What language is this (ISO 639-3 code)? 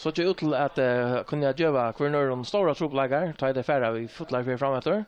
fao